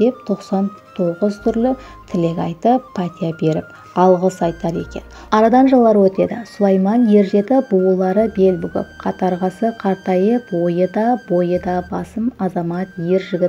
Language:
Kara-Kalpak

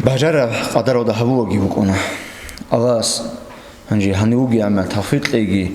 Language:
Avaric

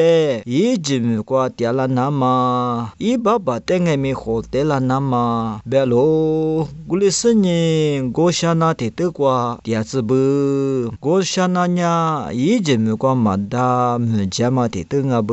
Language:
Lisu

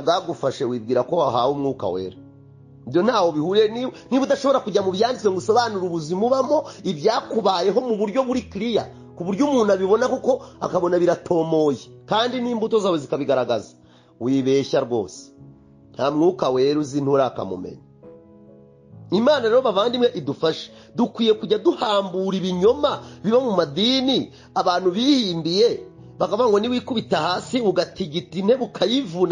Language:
Kinyarwanda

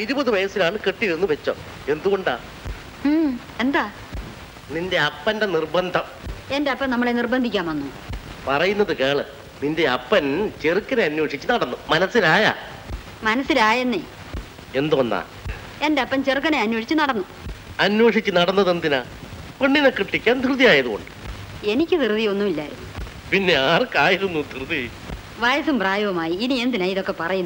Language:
Malayalam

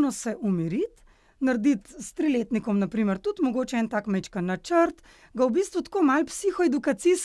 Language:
Slovenian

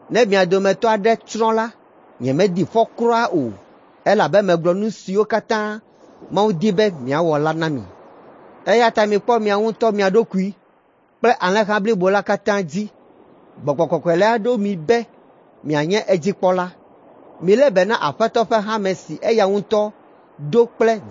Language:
Ewe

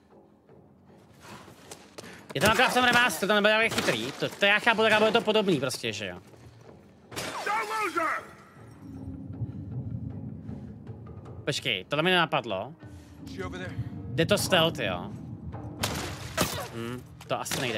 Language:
Czech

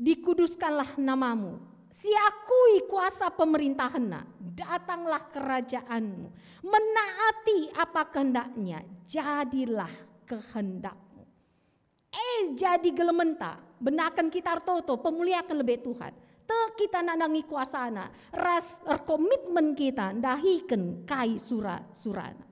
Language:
Batak Karo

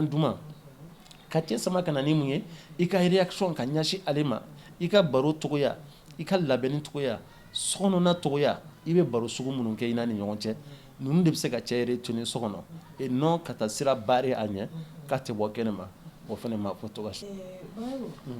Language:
Bambara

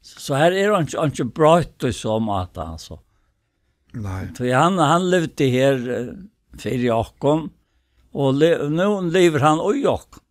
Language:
Faroese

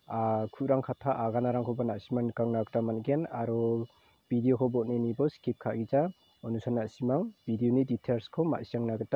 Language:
Garo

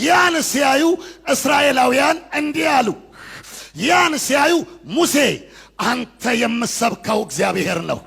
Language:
Amharic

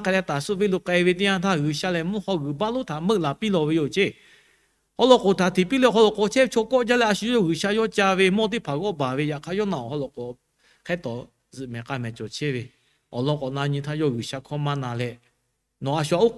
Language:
Lahu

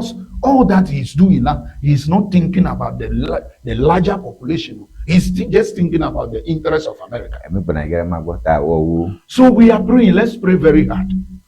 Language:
Ewe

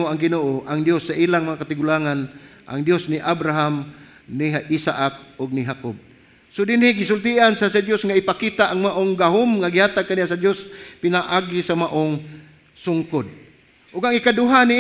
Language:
Cebuano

